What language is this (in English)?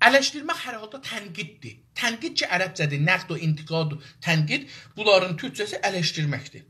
South Azerbaijani